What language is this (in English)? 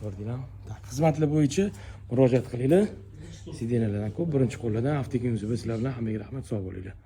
Uzbek